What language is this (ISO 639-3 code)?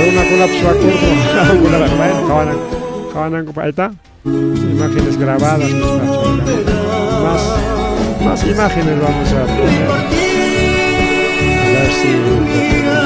quy